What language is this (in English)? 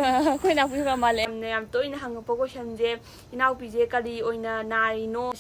Manipuri